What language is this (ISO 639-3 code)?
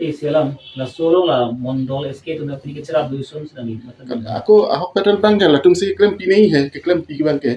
mjw